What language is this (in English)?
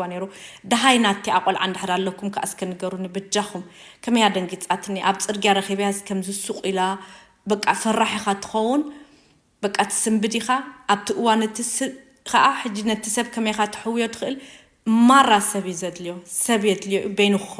Tigrinya